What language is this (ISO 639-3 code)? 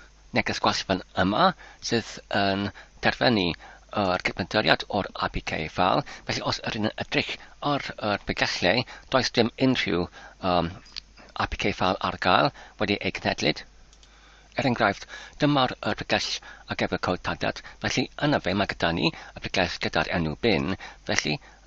cym